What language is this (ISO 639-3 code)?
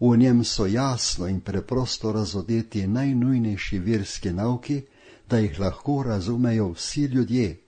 slv